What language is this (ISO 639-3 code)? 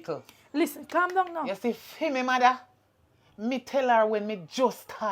jam